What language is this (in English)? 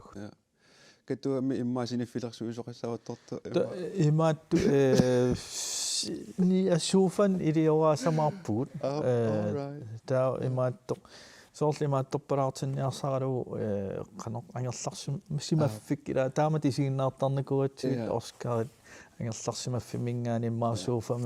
Kalaallisut